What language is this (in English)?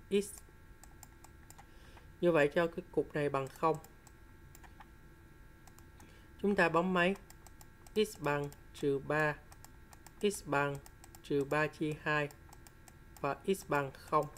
Vietnamese